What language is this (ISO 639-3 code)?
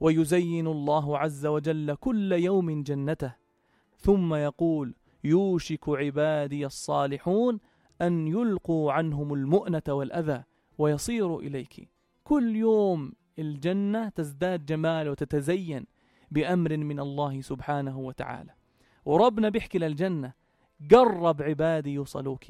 apc